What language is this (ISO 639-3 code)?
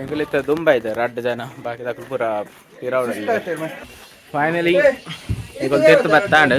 tcy